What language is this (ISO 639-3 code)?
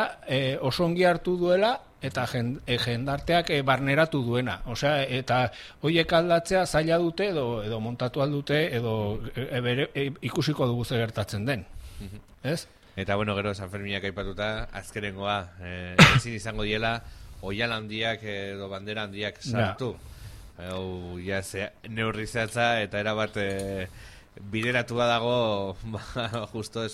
eus